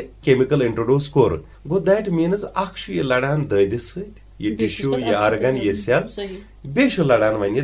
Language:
Kashmiri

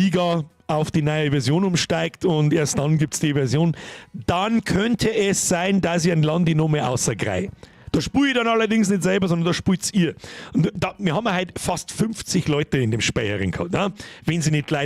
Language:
Bavarian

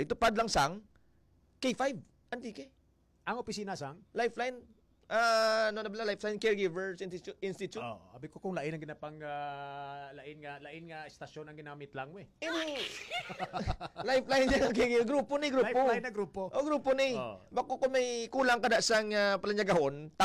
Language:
Hiligaynon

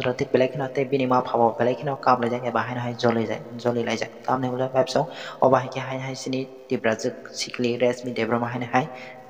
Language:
Kok Borok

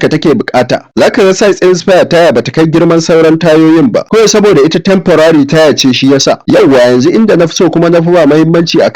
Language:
Hausa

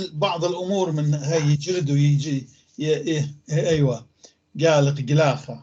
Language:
North Levantine Arabic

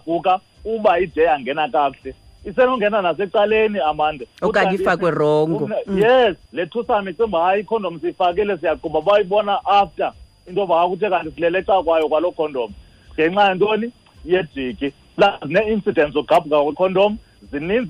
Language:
Xhosa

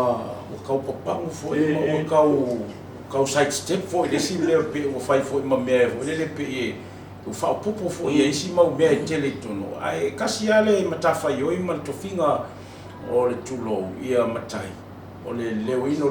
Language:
Samoan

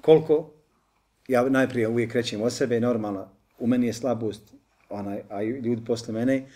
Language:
Bosnian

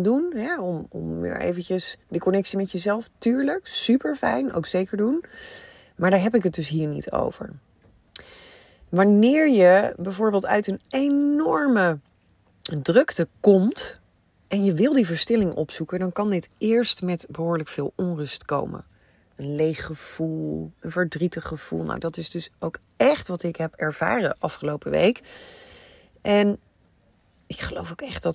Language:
Dutch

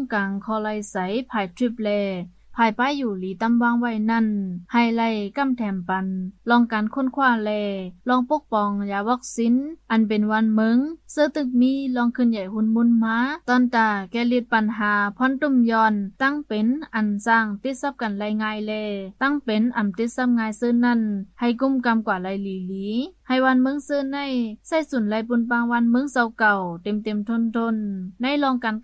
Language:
Shan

